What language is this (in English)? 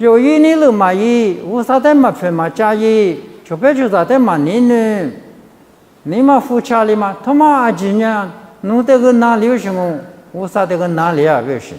Lisu